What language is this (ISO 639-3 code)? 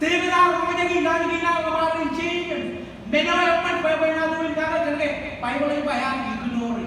mah